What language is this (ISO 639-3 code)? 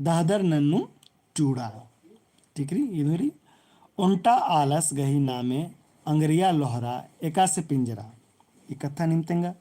kru